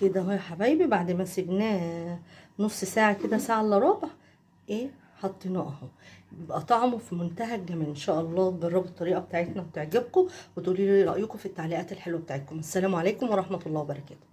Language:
Egyptian Arabic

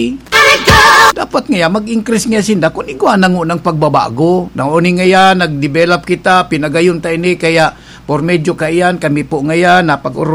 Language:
Bikol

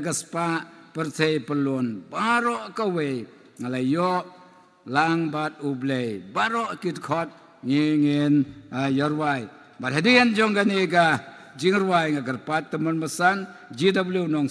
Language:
Khasi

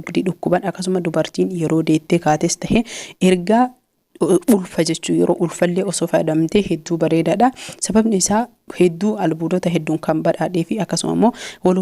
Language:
Oromo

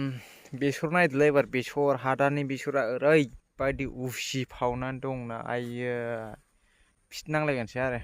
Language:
Bodo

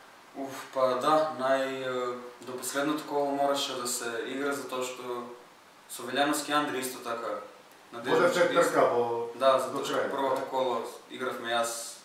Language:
Macedonian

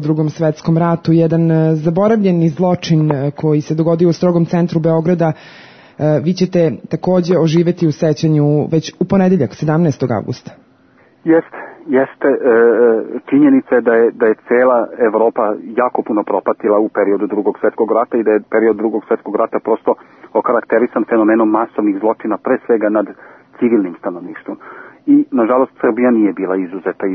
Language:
Serbian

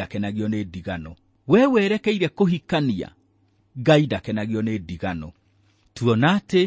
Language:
Kikuyu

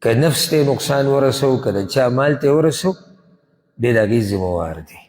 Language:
Pashto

